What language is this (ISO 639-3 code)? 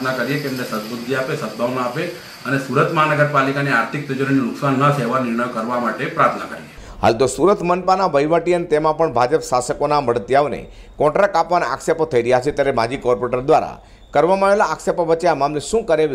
guj